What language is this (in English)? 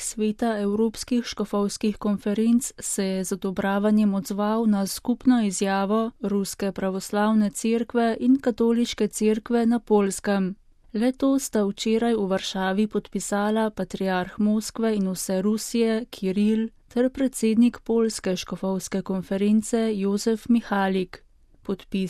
Slovenian